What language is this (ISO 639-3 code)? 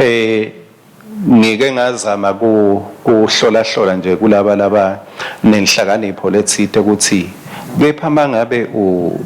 ssw